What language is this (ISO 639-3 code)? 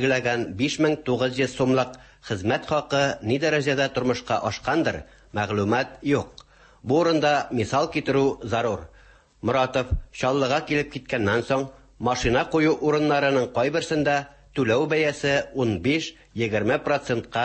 tat